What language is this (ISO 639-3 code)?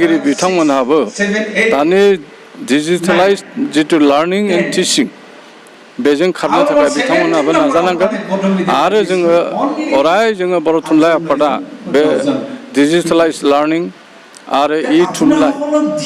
brx